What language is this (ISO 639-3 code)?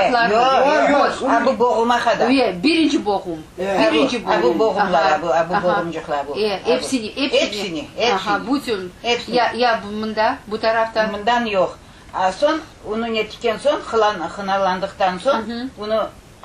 crh